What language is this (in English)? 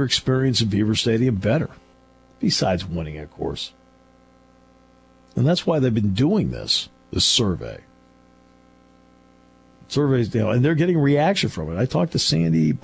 English